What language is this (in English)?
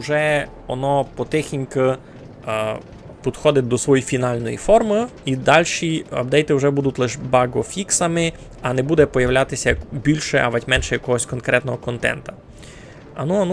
Rusyn